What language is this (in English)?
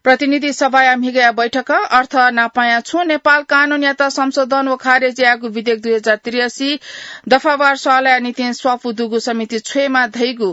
Newari